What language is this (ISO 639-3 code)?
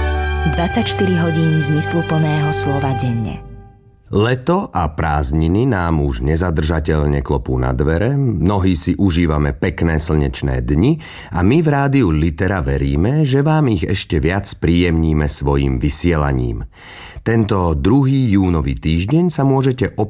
slk